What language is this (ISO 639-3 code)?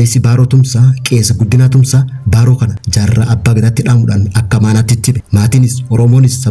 orm